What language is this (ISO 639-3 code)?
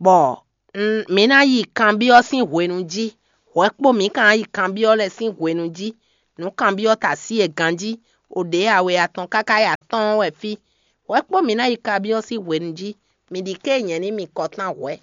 fon